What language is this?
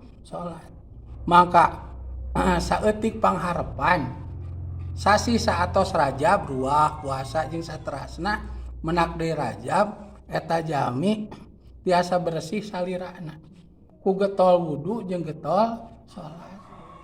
Sundanese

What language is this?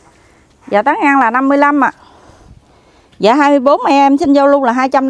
Vietnamese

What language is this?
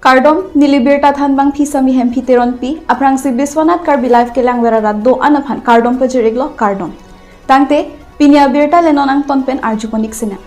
Karbi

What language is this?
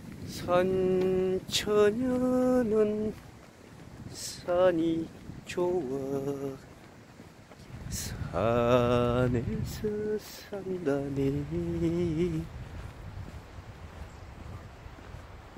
Korean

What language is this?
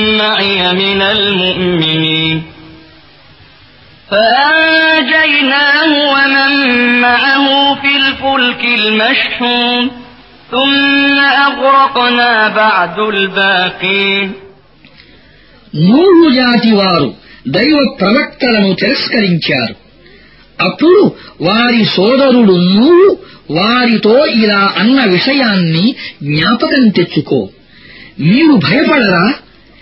Telugu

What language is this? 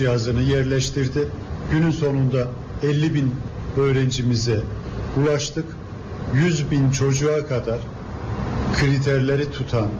Turkish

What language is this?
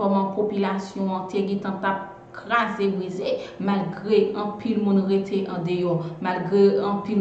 Haitian Creole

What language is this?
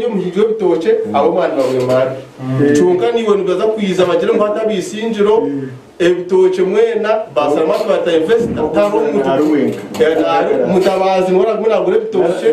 Nyankole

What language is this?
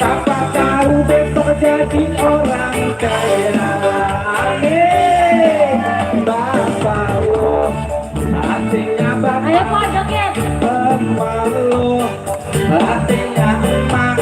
Betawi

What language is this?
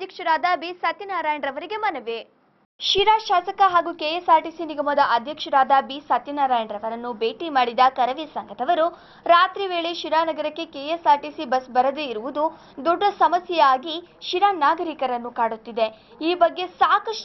Kannada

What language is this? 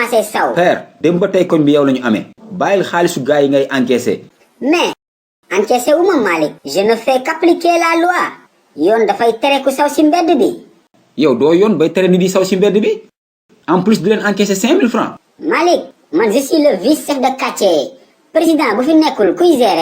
Wolof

